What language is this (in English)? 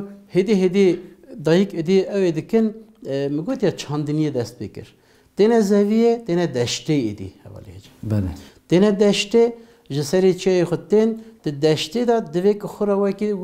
Kurdish